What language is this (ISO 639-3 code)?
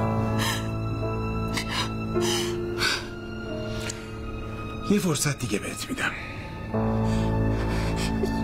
fas